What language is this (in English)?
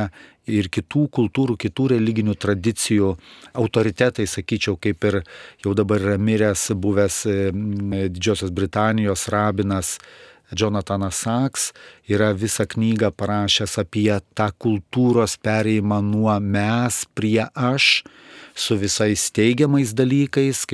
Lithuanian